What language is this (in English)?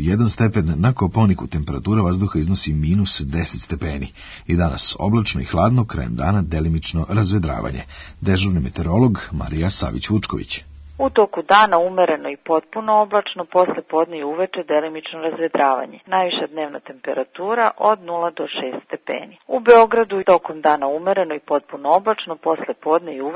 Serbian